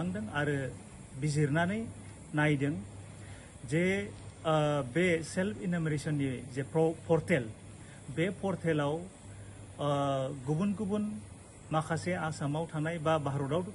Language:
Bodo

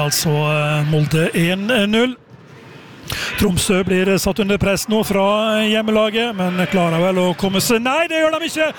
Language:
Norwegian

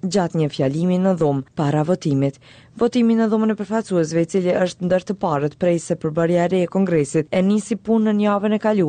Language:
Albanian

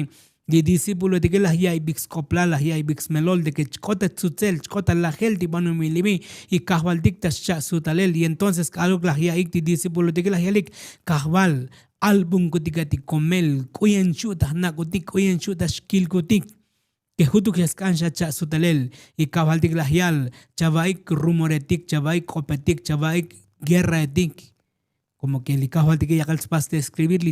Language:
Tzotzil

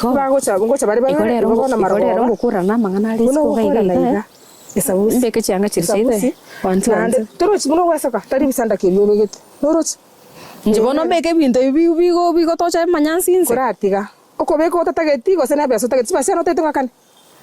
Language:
Gusii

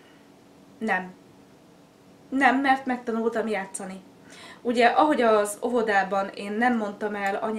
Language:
Hungarian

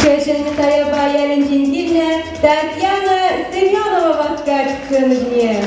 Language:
Chuvash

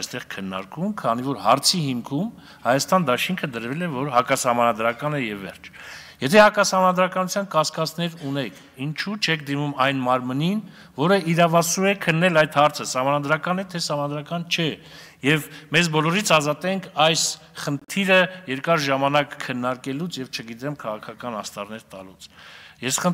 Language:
Armenian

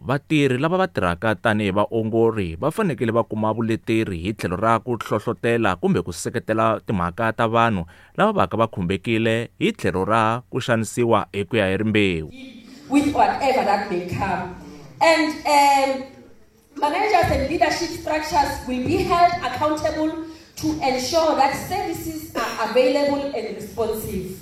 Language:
Tsonga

